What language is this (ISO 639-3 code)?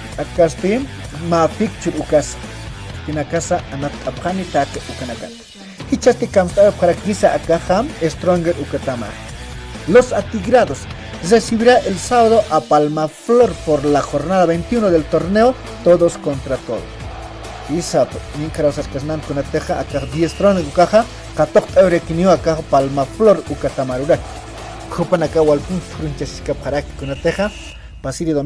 aym